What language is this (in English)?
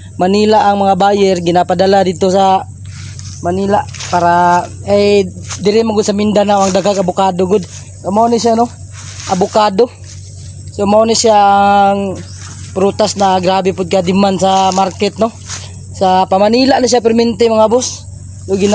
Cebuano